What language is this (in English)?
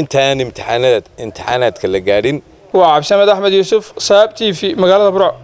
Somali